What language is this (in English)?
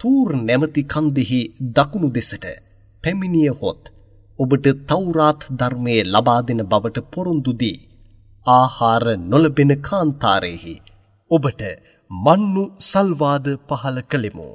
Sinhala